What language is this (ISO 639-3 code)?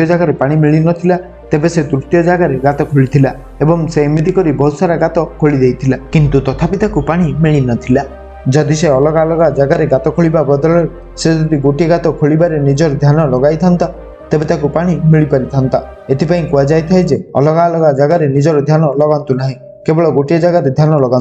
ori